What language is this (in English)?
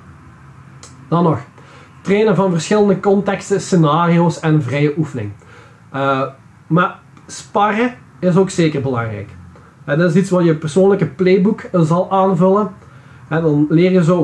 Dutch